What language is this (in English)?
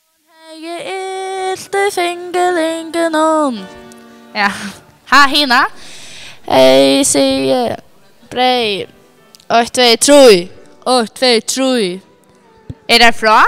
Faroese